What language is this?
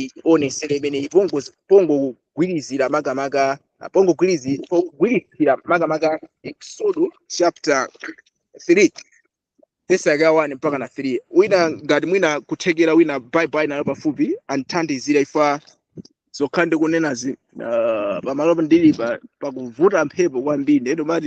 Nyanja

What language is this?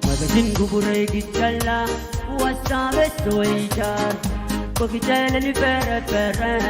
Pohnpeian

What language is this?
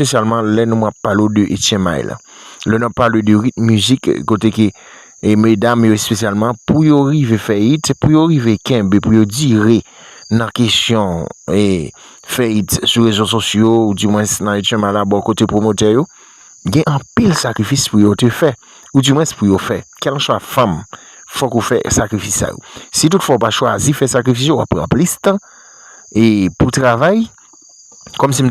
Haitian Creole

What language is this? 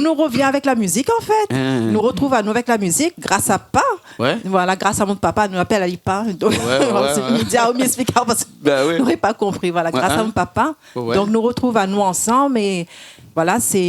Réunion Creole French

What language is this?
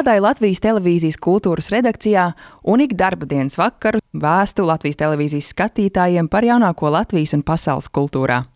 Latvian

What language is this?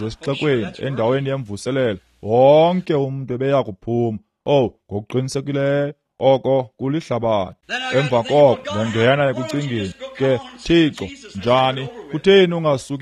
Xhosa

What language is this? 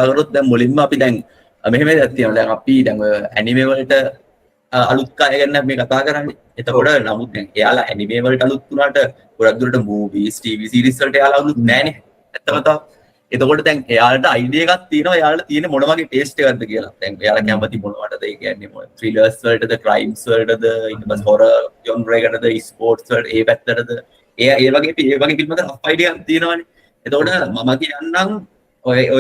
Sinhala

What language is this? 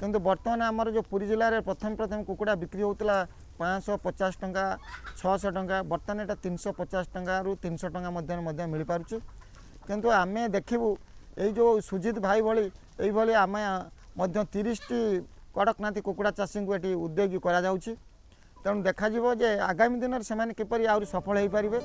Odia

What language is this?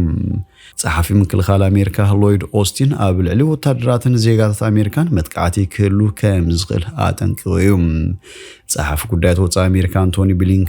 Tigrinya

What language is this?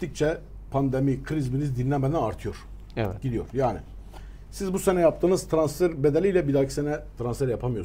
Turkish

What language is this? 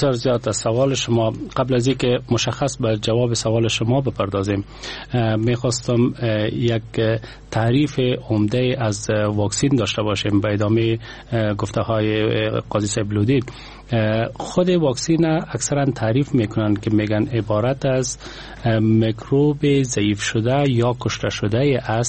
Persian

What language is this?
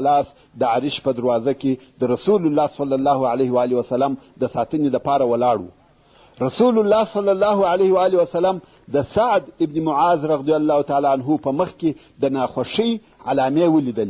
Pashto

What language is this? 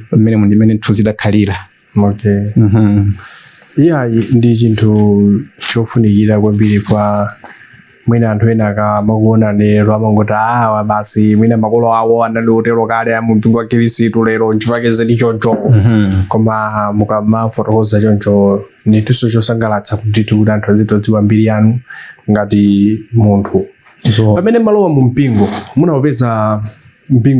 Nyanja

